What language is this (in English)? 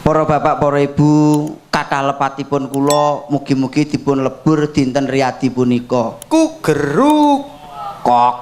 Javanese